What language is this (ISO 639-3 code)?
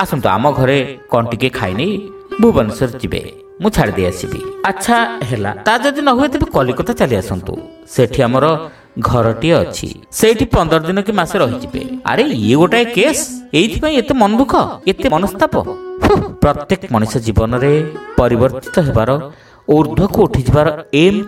ori